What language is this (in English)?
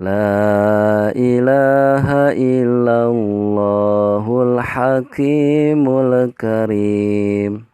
Sundanese